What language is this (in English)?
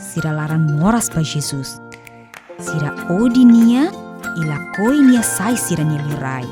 Tetum